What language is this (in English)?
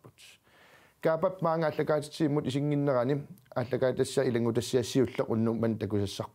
Kalaallisut